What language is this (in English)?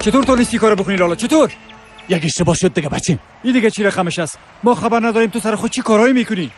Persian